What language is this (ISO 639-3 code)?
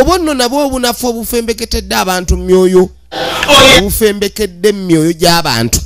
lug